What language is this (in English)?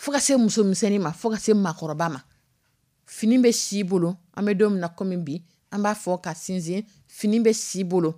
Dyula